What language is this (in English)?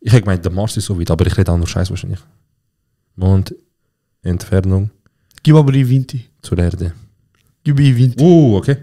Swiss German